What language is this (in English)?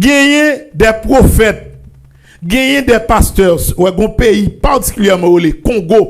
Haitian Creole